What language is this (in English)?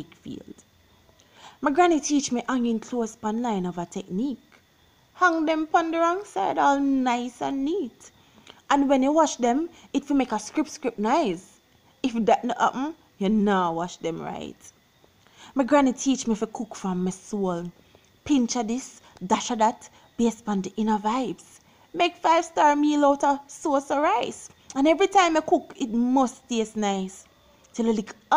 Jamaican Creole English